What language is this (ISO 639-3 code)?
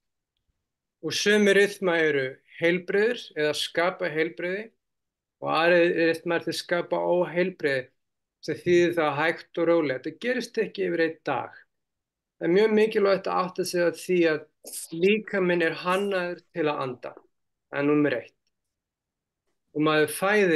isl